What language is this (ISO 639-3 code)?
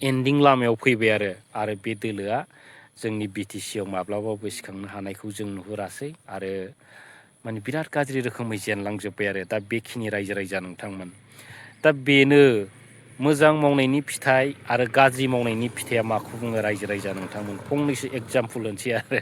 brx